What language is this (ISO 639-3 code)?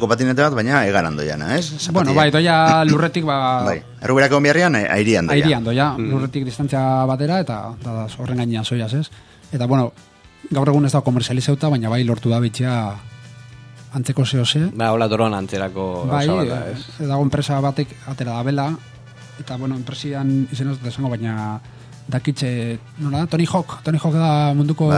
eus